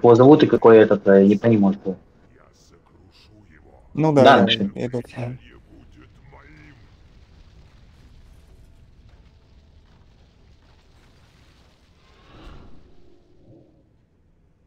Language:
Russian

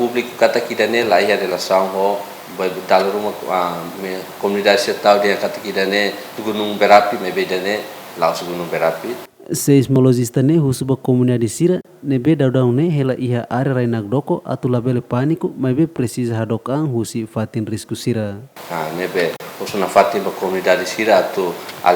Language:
Tetum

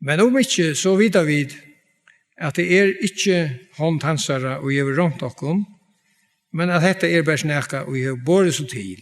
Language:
Faroese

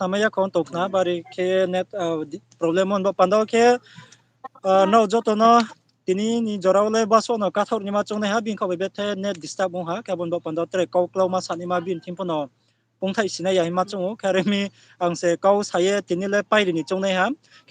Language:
Riang (India)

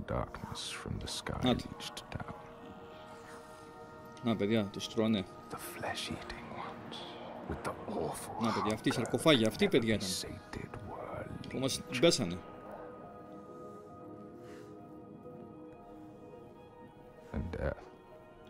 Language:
Greek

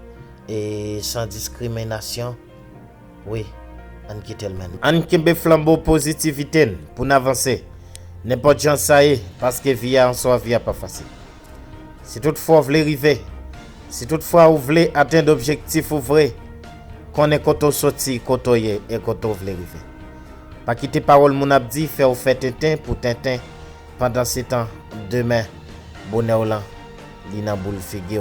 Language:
Haitian Creole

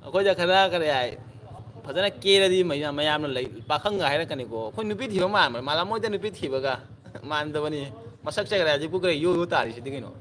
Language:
Manipuri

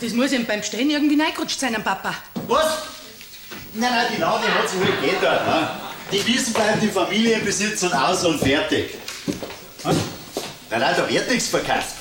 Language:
Bavarian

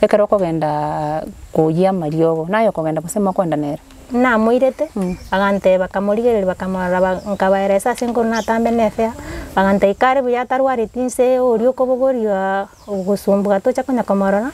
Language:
Gusii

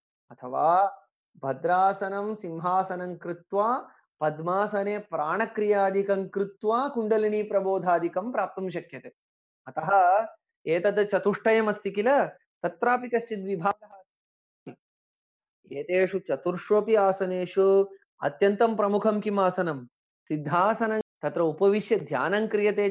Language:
Sanskrit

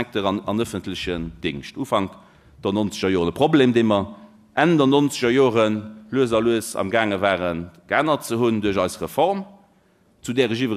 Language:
Luxembourgish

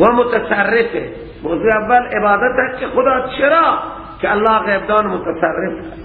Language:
Persian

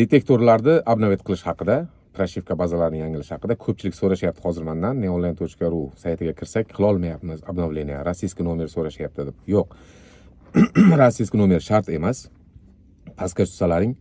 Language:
Uzbek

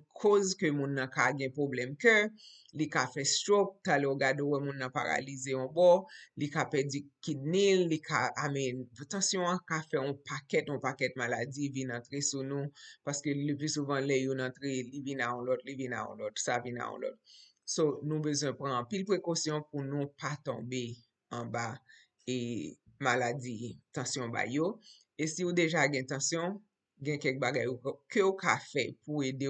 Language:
Haitian Creole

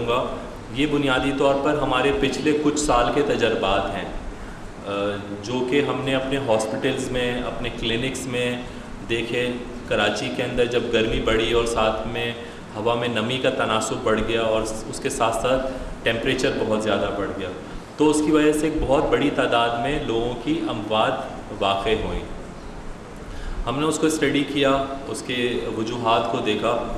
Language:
Urdu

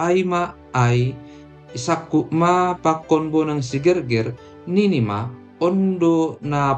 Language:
Batak Simalungun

